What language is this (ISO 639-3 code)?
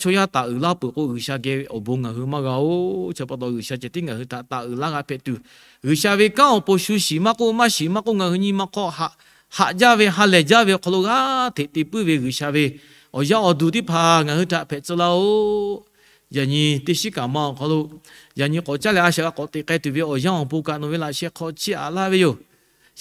lhu